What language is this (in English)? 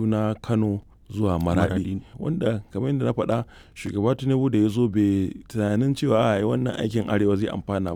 Hausa